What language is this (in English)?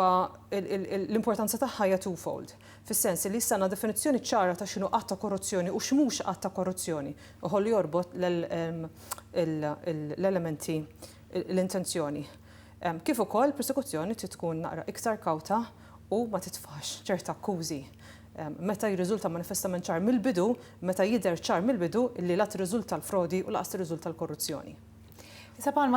Maltese